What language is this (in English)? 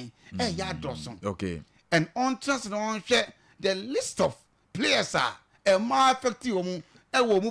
Akan